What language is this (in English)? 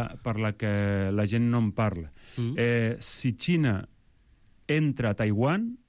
Catalan